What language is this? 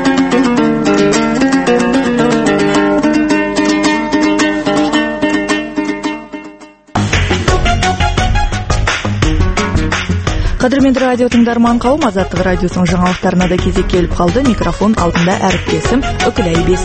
Kazakh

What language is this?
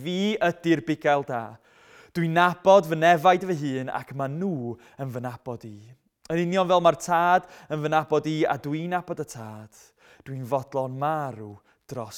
Welsh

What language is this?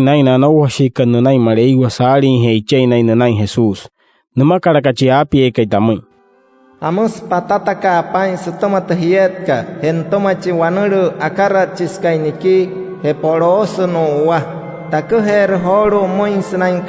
Wayuu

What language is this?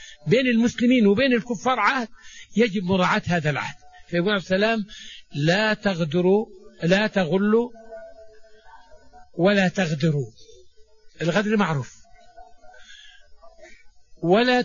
Arabic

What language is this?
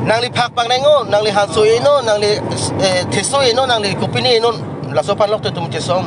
Karbi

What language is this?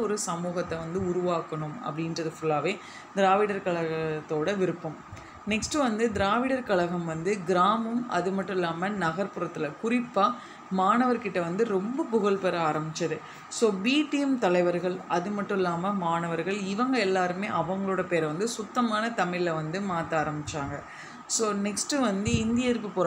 Tamil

